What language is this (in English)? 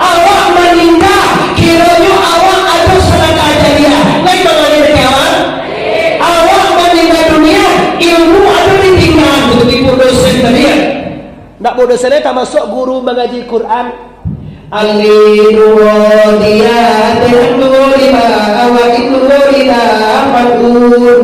Minangkabau